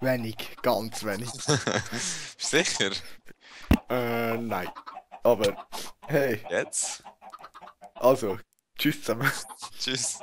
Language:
Swiss German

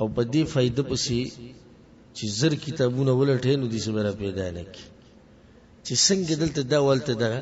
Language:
Pashto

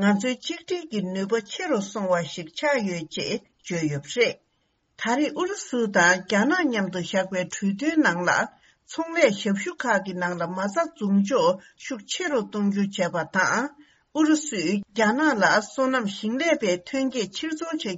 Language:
Tibetan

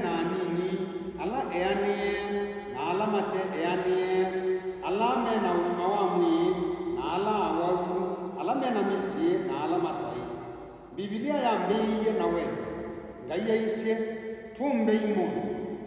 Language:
Kamba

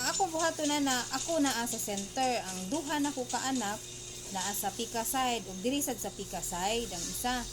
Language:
Cebuano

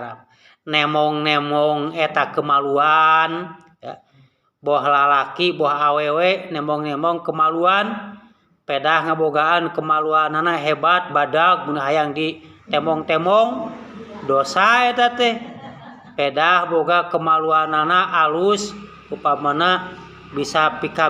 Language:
Sundanese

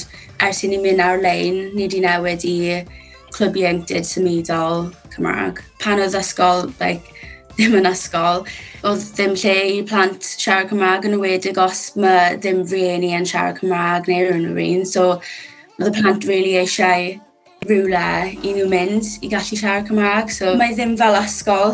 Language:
Welsh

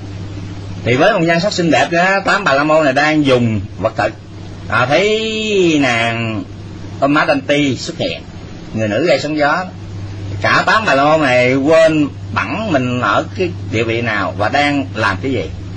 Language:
Vietnamese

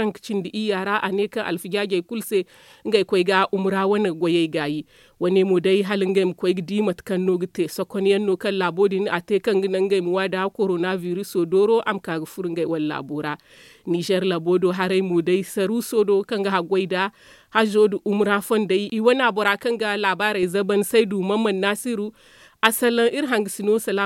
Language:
Zarma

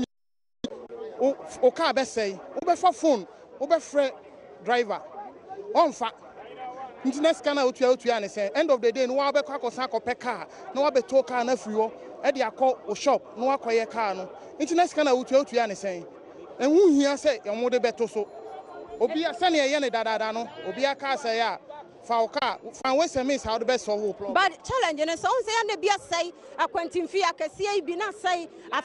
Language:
Akan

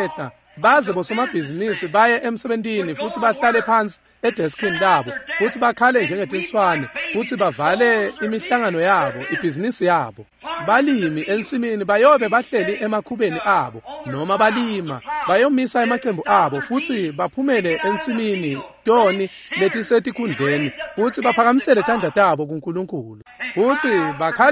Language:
Swati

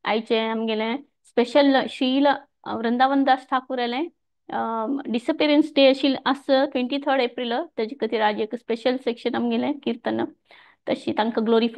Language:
Konkani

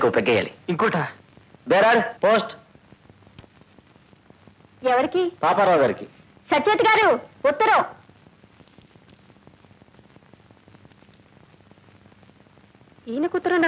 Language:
Telugu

